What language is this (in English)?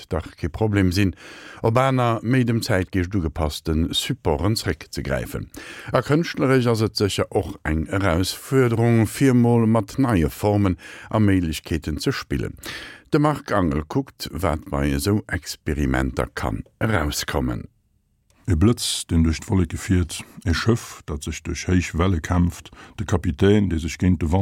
Luxembourgish